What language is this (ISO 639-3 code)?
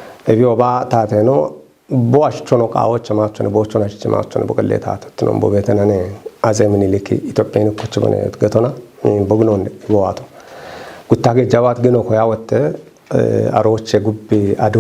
kbr